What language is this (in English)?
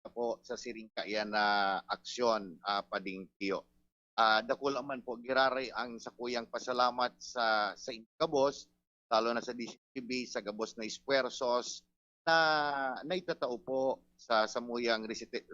Bikol